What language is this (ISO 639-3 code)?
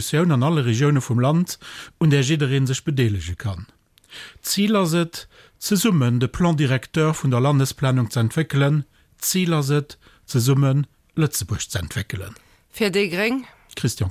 ltz